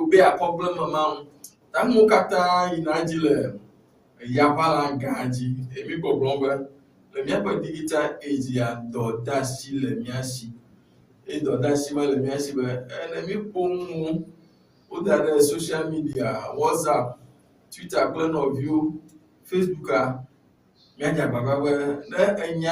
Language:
Ewe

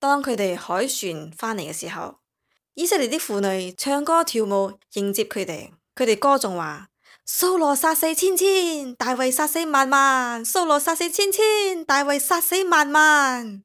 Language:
Cantonese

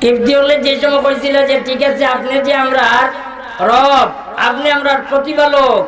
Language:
Sylheti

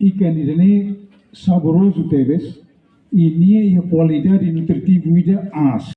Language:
Tetum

